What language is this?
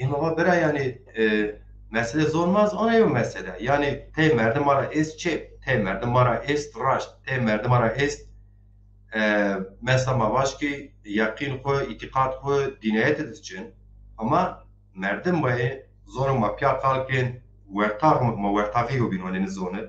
Zaza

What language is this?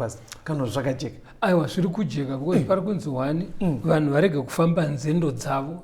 Shona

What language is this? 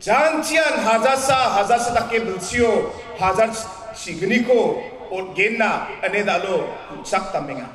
Garo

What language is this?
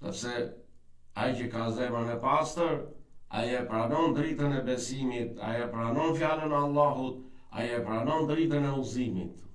Albanian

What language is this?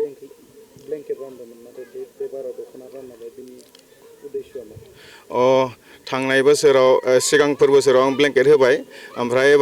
Bodo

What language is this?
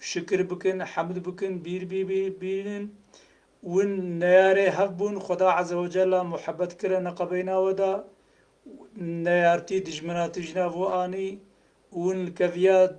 Kurdish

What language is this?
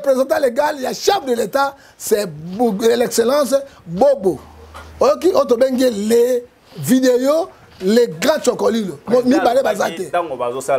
Lingala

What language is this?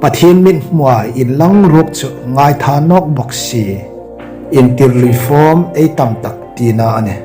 Hmar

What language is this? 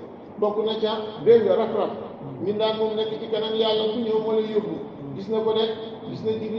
Wolof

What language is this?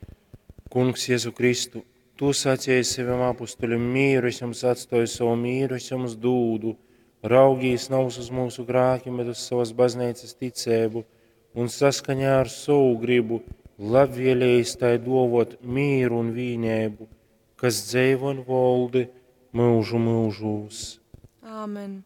Latgalian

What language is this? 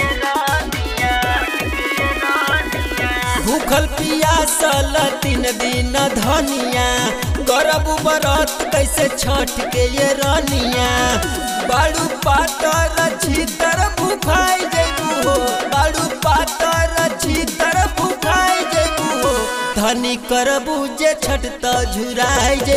Bhojpuri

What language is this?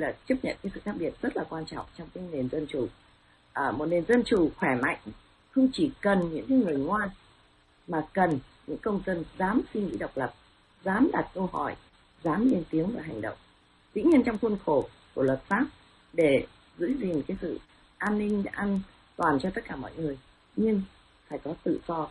Vietnamese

